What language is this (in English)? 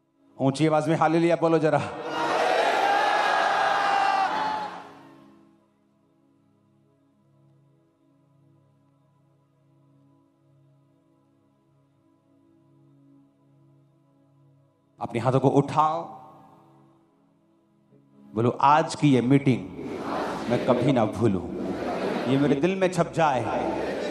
Hindi